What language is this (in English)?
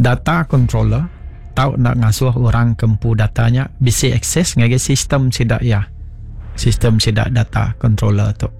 Iban